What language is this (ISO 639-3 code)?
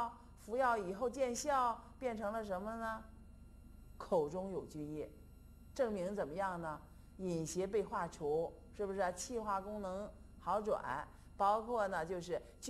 zho